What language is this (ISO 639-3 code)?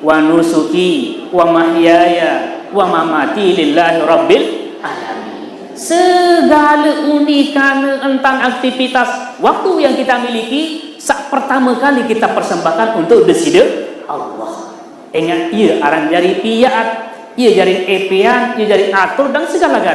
sas